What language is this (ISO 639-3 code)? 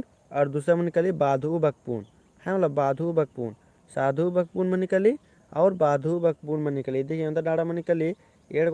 kru